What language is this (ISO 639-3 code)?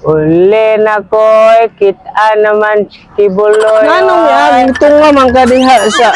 ceb